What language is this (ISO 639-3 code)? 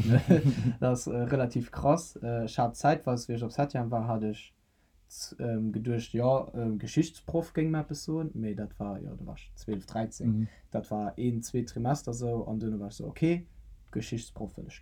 ltz